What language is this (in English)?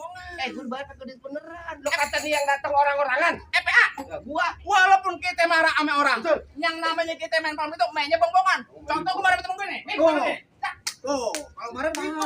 Betawi